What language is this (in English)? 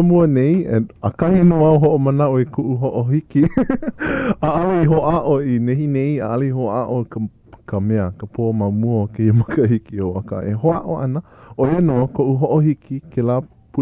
Hawaiian